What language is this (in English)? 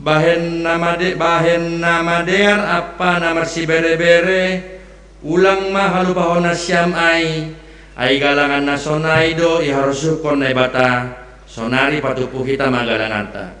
Batak Simalungun